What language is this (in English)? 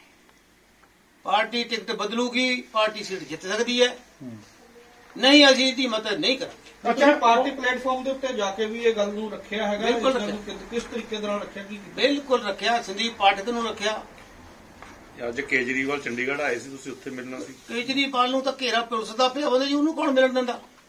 Punjabi